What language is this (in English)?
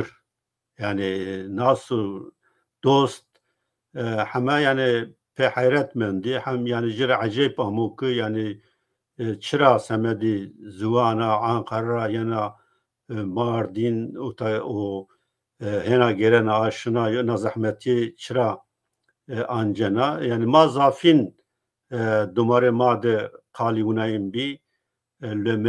Zaza